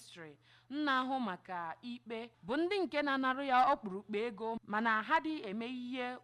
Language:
Igbo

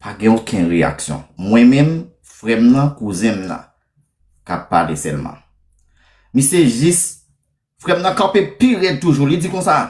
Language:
Haitian Creole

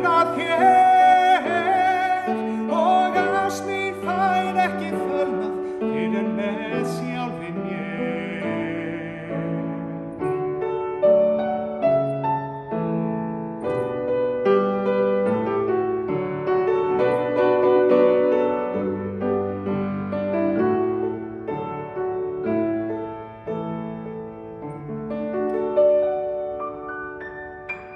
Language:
Icelandic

